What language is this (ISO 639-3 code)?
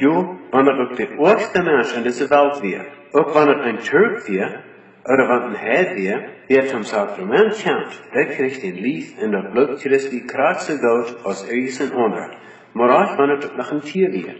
pdt